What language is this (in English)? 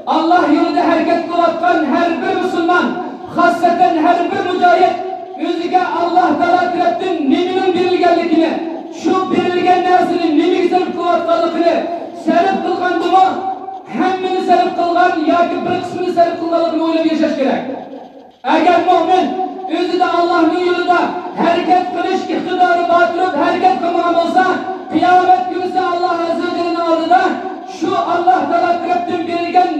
Uyghur